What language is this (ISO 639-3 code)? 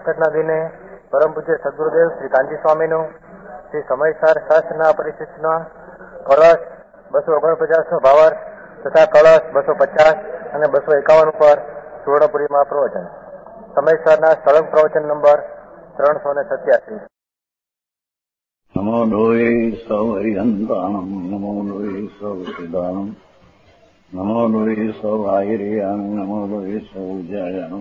guj